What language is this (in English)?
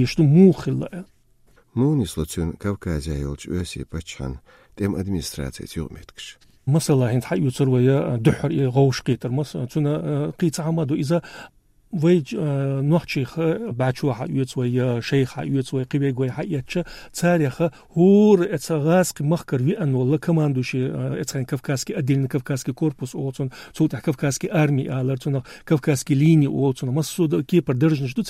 Chechen